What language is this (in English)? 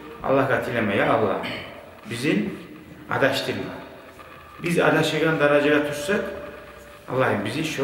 Kumyk